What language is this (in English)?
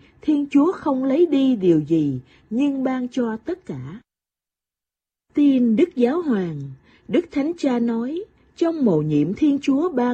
Vietnamese